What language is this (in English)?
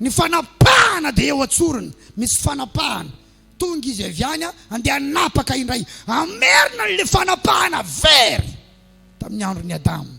Malagasy